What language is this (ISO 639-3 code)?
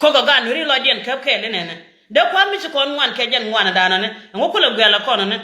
nus